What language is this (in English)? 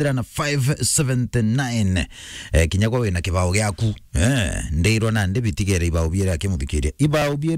Meru